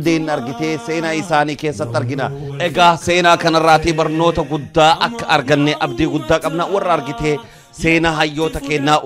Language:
Oromo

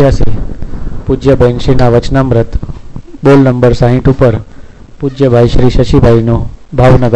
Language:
Gujarati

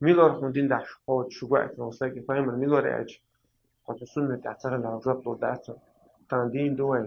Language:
Chechen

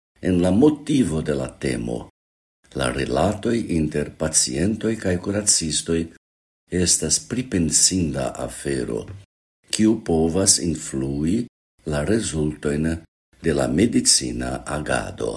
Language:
Esperanto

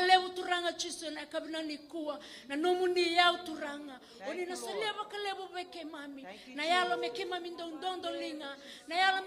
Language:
Fijian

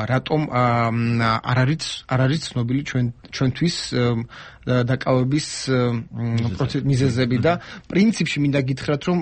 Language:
Georgian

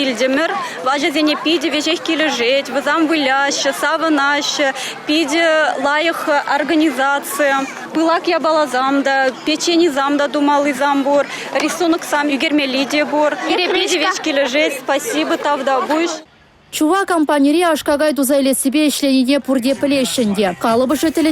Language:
Chuvash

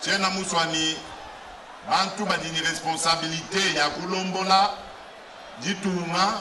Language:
Luba-Lulua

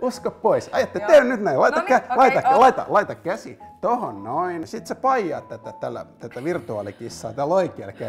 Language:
Finnish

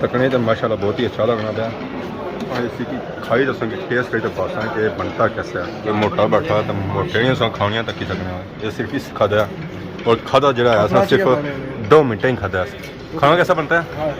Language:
Pahari-Potwari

